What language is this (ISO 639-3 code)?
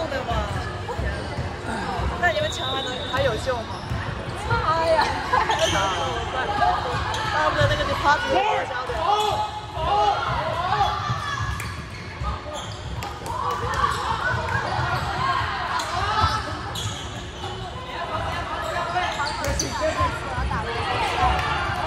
zho